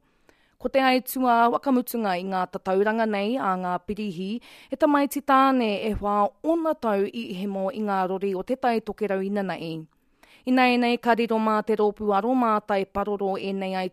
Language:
Māori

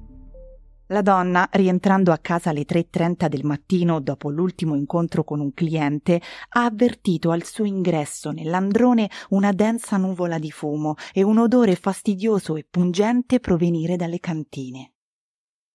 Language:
Italian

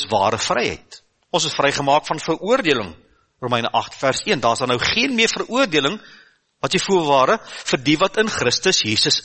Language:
Afrikaans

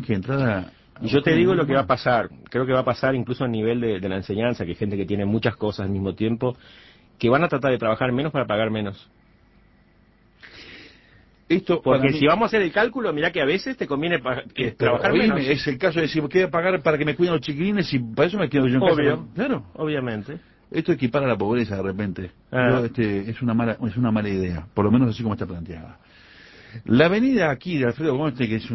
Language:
Spanish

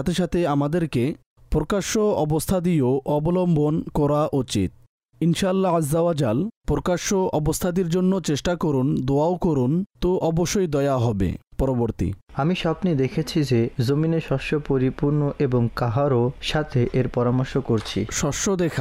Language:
Bangla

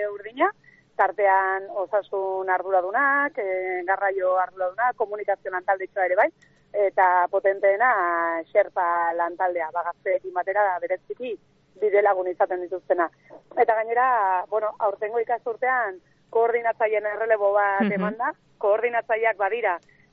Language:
Basque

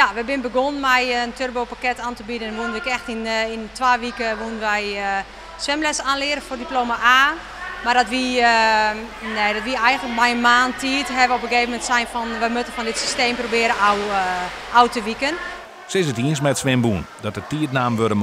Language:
Western Frisian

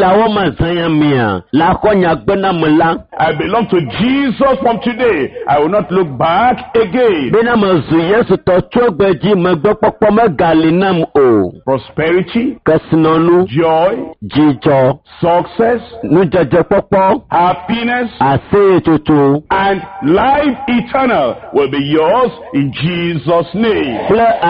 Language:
Ewe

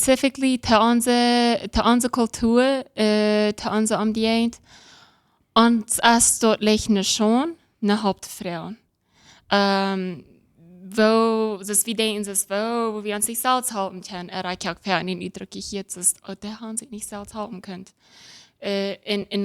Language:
Plautdietsch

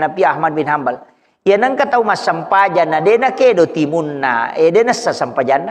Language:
Buginese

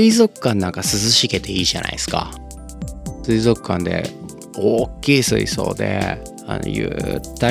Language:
Japanese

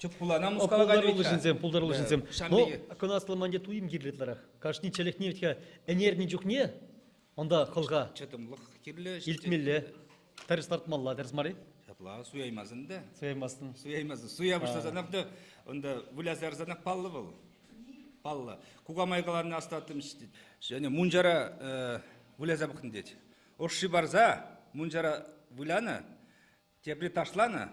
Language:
Chuvash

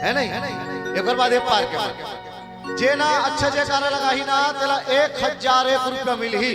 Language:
Chhattisgarhi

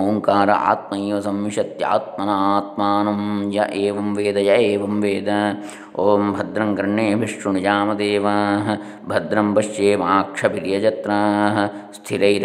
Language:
Sanskrit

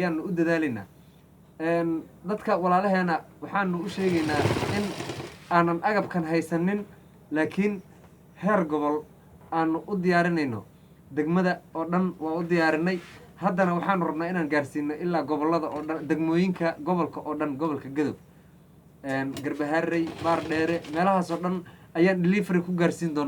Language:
Somali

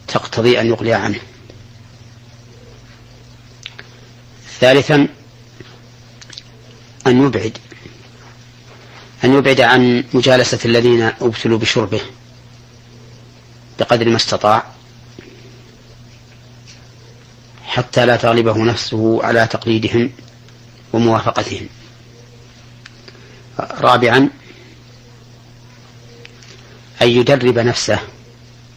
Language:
Arabic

